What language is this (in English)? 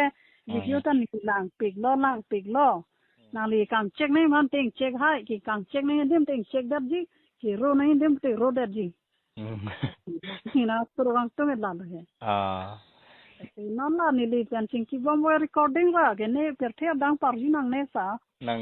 Karbi